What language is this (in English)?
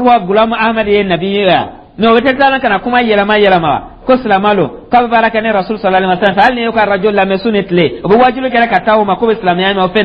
Dyula